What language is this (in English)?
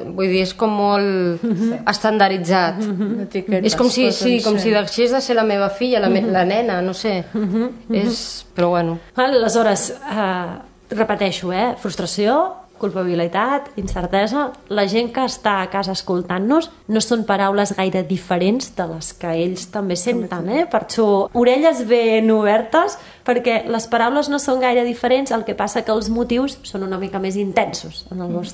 Catalan